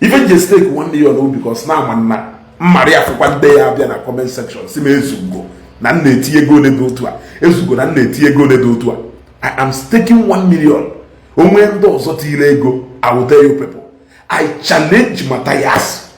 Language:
Igbo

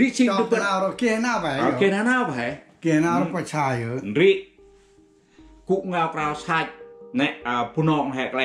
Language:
Central Mnong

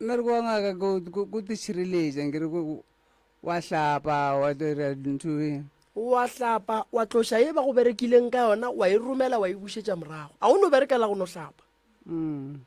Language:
Northern Sotho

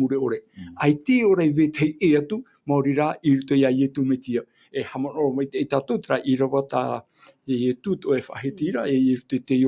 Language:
Tahitian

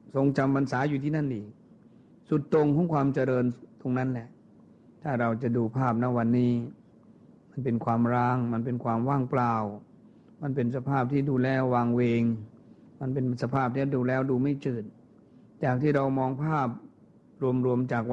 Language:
Thai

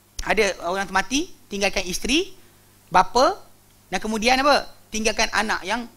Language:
Malay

